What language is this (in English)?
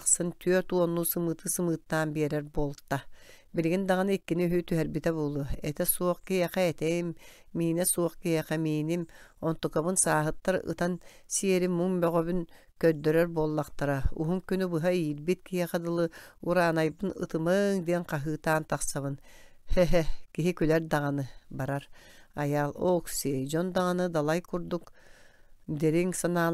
Yakut